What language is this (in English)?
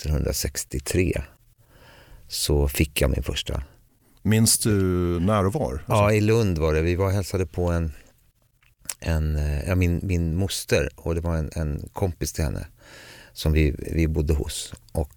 Swedish